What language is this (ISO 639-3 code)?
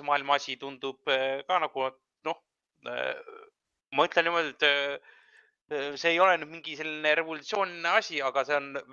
est